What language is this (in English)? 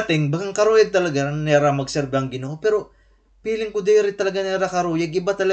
Waray